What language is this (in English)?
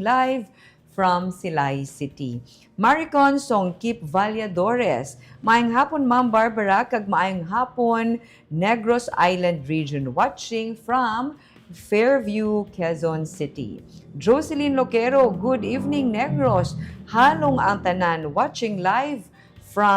Hiligaynon